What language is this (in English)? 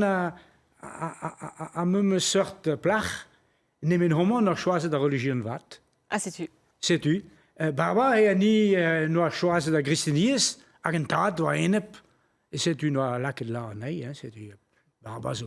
Breton